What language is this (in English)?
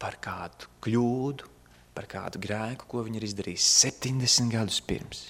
Latvian